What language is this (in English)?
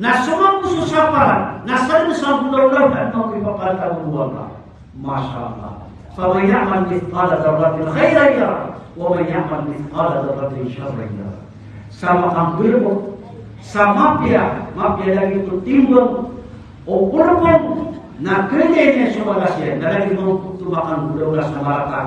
Maranao